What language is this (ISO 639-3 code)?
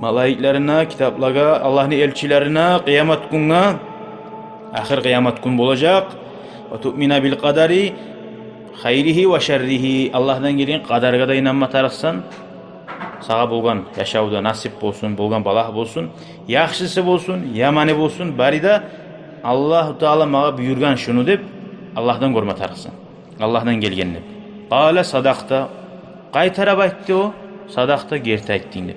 kum